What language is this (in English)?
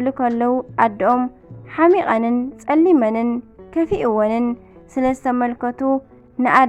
Tigrinya